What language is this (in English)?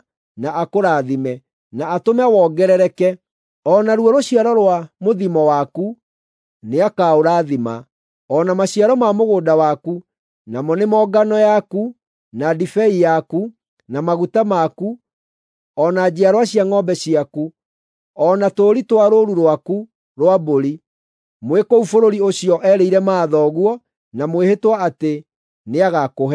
Kikuyu